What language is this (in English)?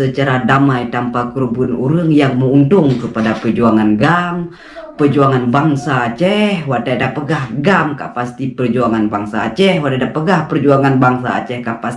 Achinese